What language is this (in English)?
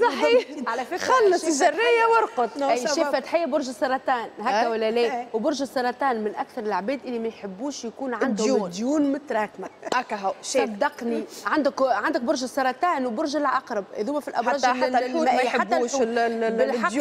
Tunisian Arabic